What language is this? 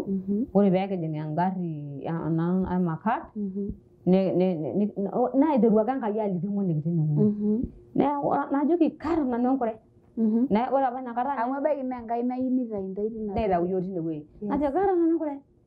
Masai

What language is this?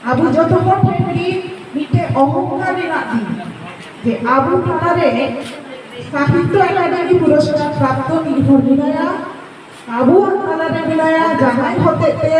Santali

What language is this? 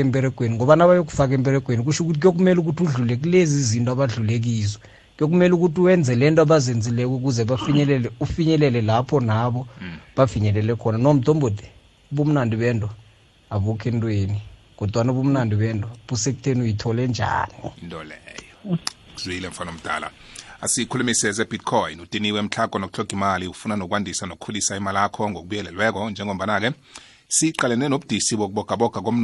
South Ndebele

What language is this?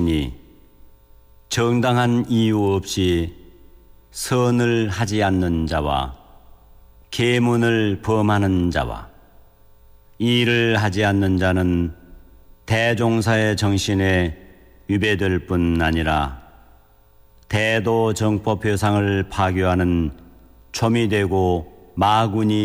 Korean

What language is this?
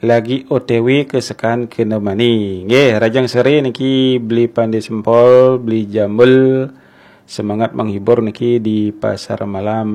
Balinese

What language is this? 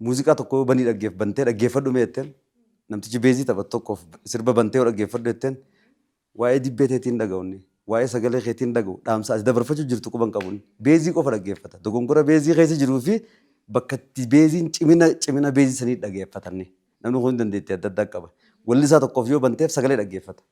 Oromo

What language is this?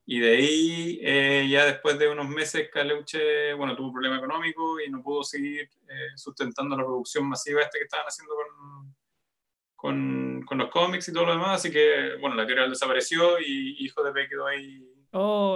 Spanish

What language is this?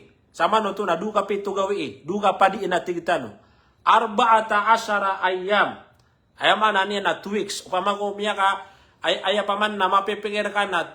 Maranao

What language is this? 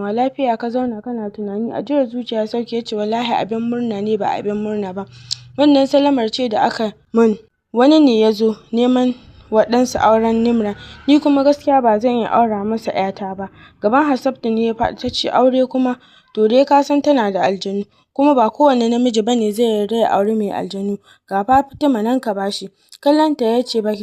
Hausa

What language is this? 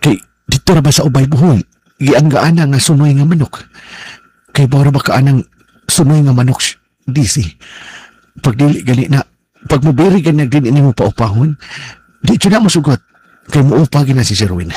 Cebuano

